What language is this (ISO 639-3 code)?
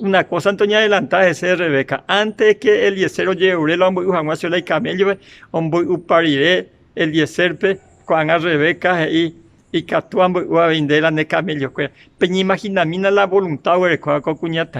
grn